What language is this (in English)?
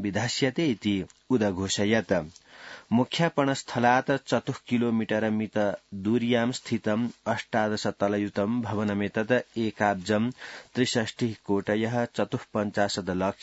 Sanskrit